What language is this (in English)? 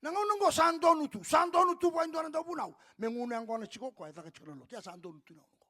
Fijian